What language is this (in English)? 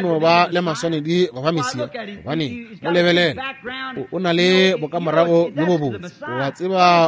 Northern Sotho